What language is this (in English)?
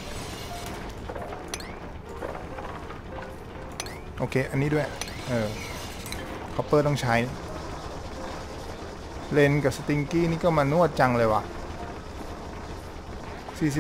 Thai